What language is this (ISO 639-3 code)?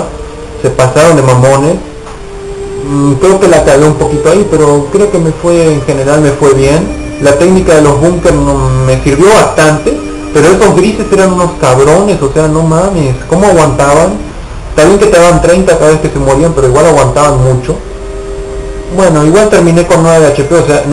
spa